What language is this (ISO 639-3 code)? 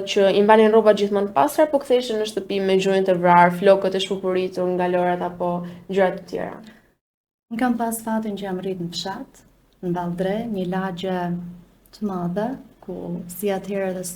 sqi